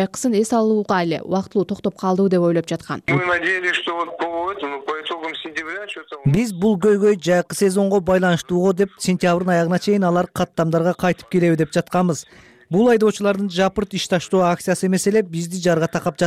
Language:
Kyrgyz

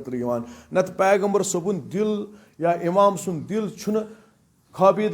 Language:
Kashmiri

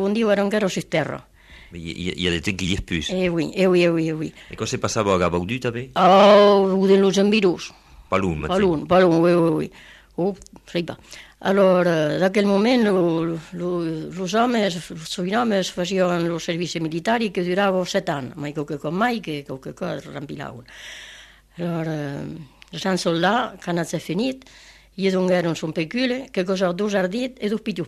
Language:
Italian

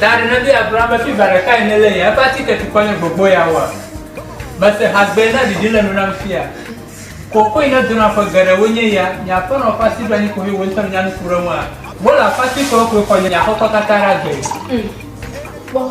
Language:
Ewe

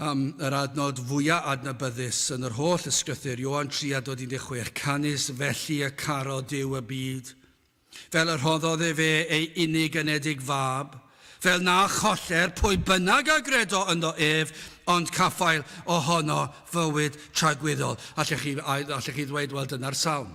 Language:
Welsh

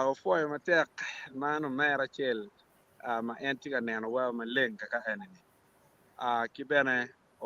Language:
Acoli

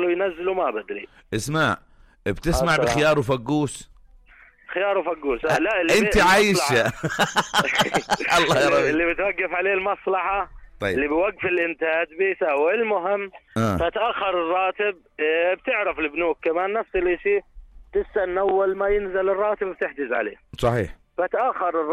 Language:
North Levantine Arabic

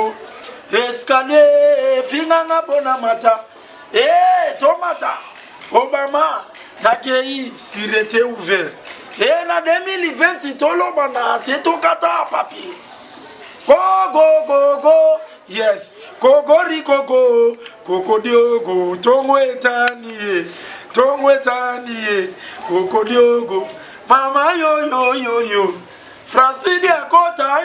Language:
Lingala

